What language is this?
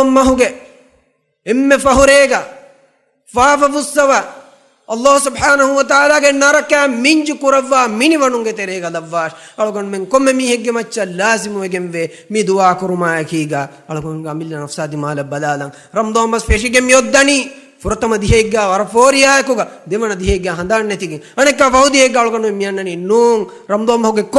Divehi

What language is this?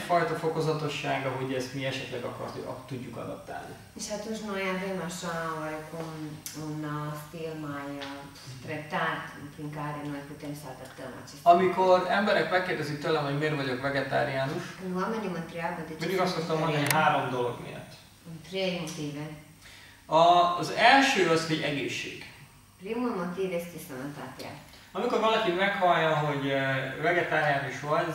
Hungarian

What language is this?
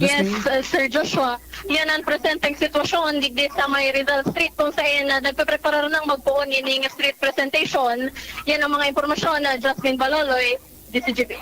Bikol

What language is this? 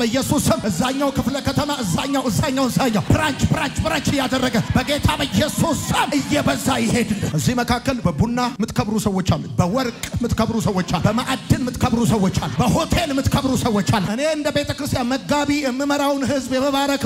Amharic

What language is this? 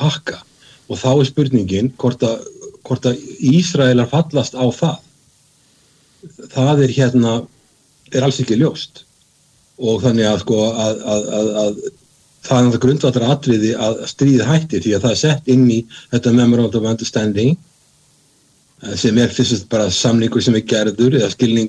Icelandic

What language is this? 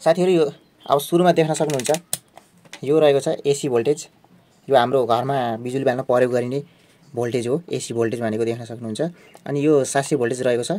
Nepali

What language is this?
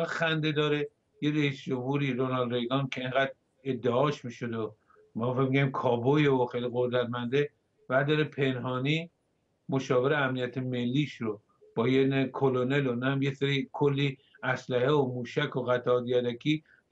Persian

